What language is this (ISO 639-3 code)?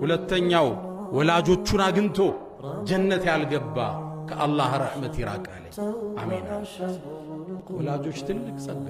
amh